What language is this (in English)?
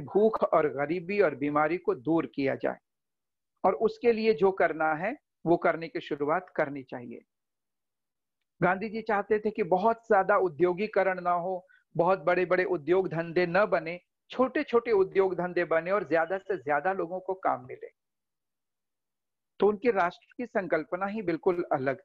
Hindi